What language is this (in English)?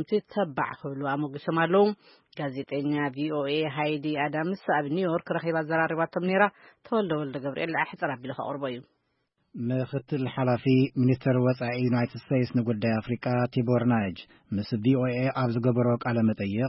Tigrinya